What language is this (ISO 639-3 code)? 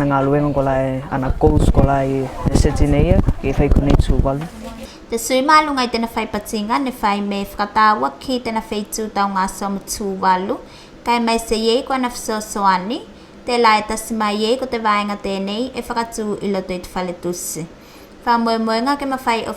tvl